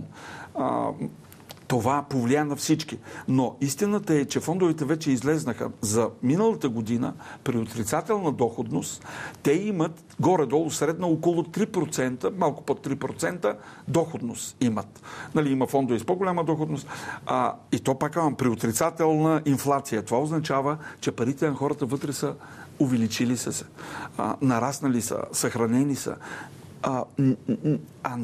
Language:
Bulgarian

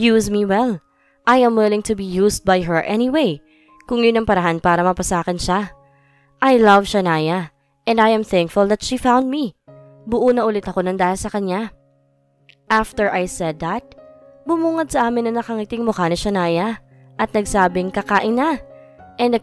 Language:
Filipino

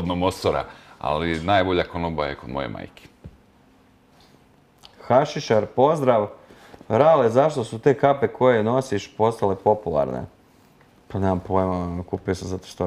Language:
Croatian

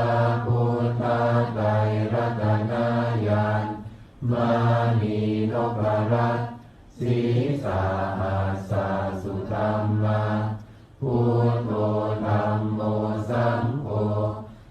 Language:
Pali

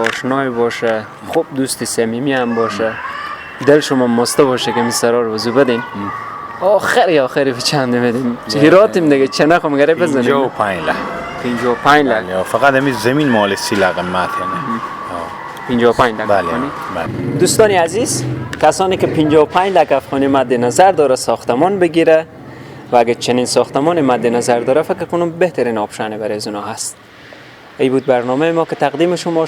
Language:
Persian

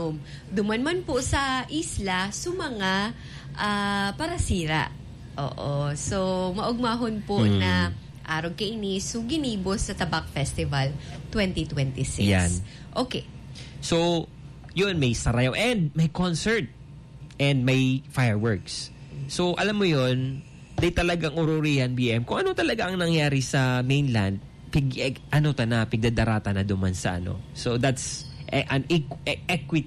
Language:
Bikol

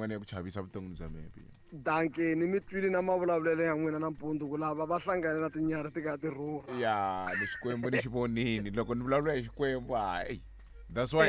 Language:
Tsonga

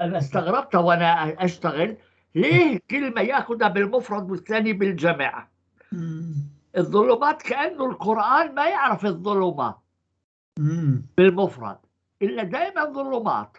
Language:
North Levantine Arabic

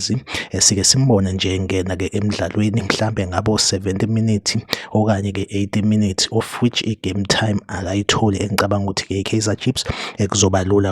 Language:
Zulu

